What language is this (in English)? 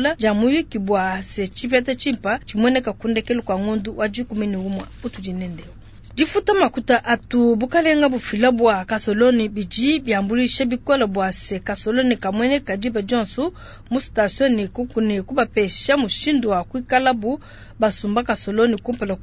Luba-Lulua